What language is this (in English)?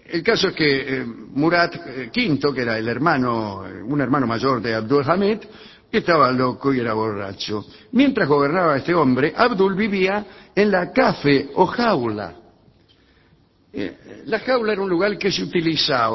Spanish